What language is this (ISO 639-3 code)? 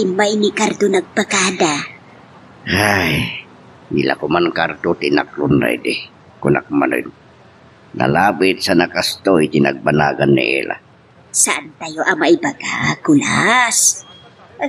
ilo